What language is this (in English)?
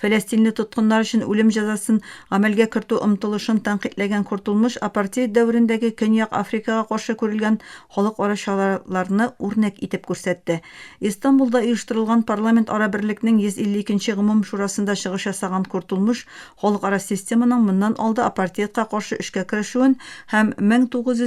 Tatar